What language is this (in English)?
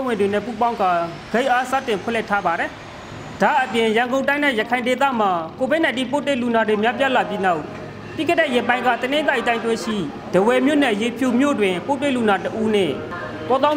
Burmese